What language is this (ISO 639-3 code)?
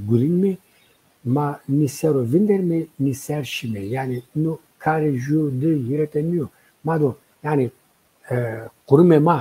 zza